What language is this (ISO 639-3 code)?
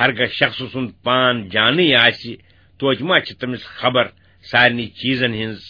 kas